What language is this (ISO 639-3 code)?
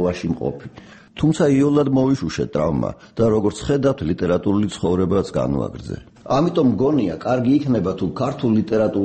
kat